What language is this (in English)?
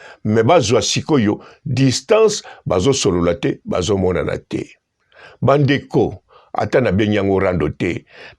Lingala